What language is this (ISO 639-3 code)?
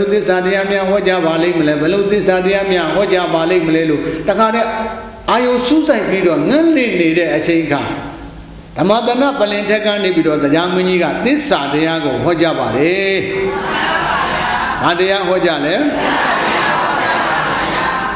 mya